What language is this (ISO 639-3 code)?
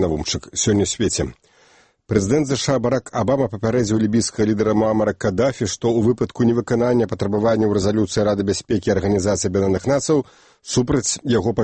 bel